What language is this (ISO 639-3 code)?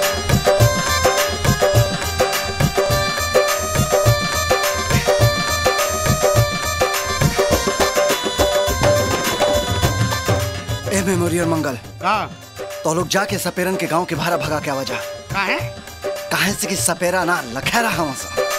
bho